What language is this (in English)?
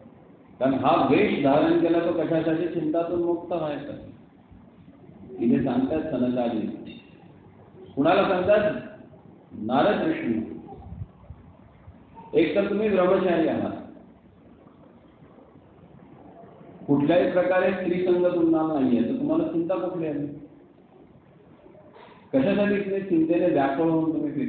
Marathi